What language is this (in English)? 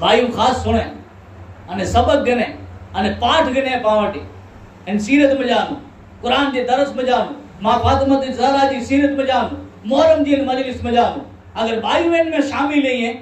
Kachhi